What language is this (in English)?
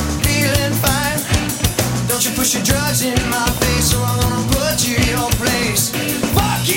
English